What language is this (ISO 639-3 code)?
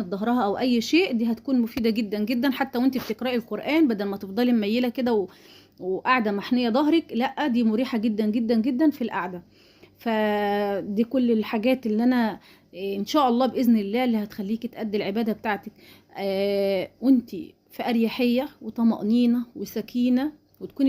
arz